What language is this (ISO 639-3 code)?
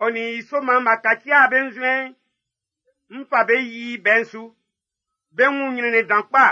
bci